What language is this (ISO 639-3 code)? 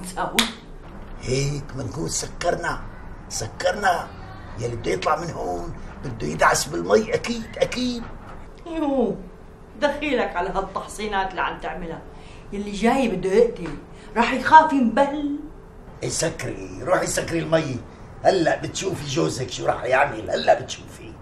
apc